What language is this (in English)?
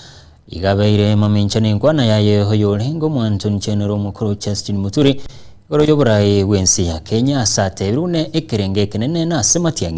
Gusii